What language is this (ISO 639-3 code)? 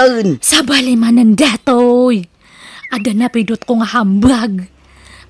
ilo